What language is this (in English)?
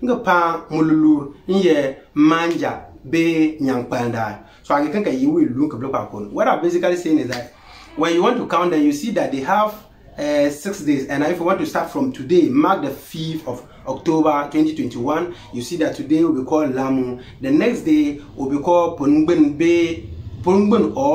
Konkomba